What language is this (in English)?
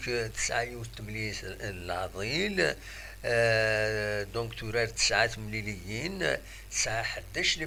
Kabyle